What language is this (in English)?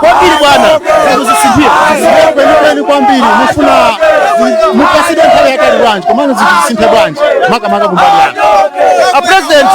Nyanja